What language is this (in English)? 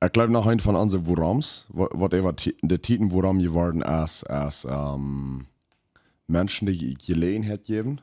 Plautdietsch